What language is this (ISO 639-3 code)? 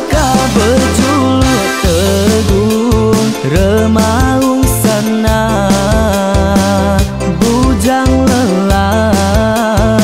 iba